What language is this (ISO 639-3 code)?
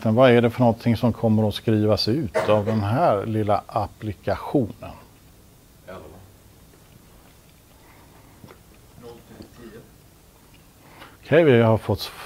swe